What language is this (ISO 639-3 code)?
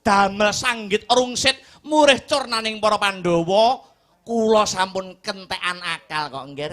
jav